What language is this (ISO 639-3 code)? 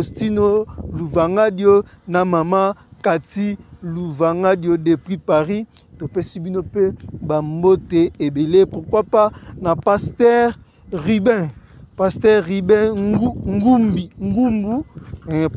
lin